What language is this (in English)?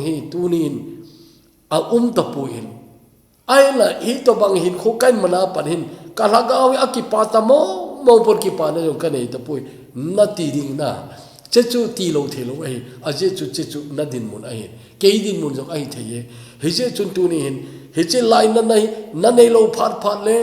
Thado Chin